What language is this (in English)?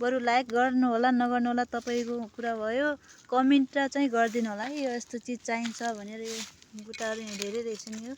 Nepali